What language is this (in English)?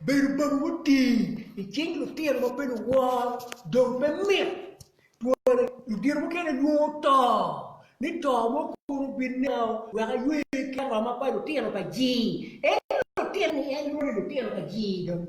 Acoli